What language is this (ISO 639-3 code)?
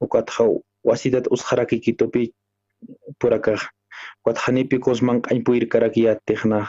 aym